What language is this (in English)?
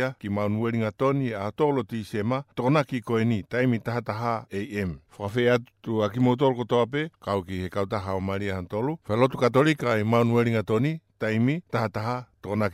Tongan